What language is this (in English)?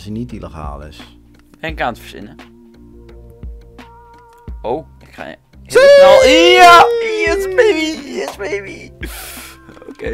Dutch